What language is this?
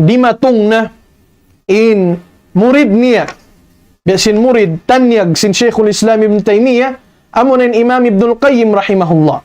Tausug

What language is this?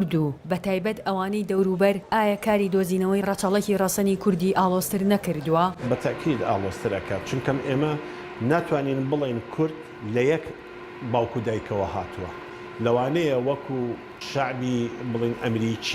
Central Kurdish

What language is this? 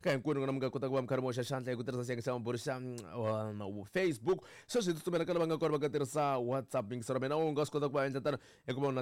Tsonga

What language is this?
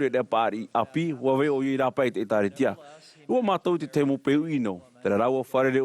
Tahitian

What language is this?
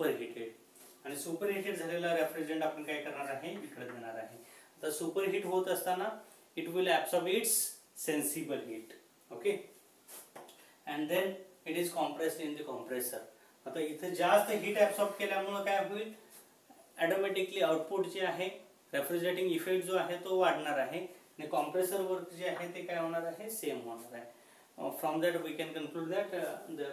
Marathi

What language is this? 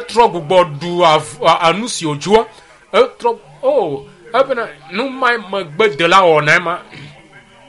Ewe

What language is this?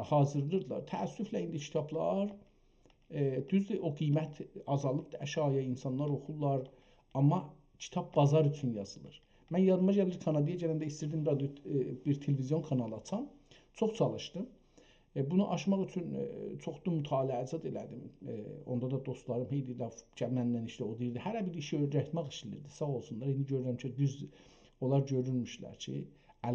South Azerbaijani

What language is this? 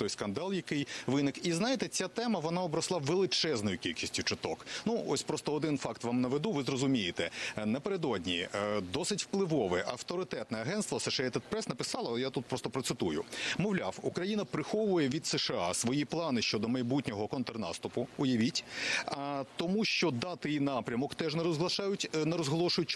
Ukrainian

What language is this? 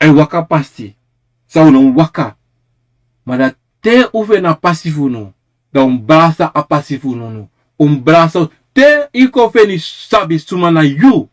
Sranan Tongo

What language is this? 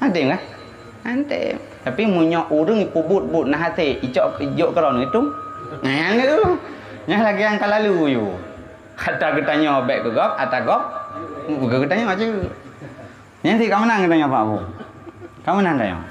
Achinese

